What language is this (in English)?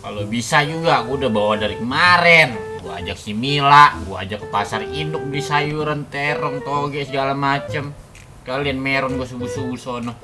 Betawi